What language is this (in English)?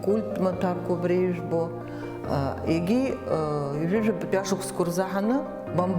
Abkhazian